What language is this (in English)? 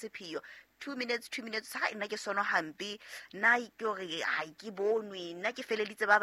Southern Sotho